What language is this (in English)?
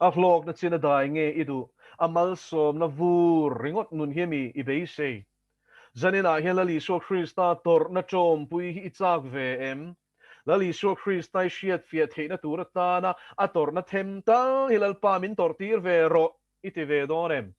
Mizo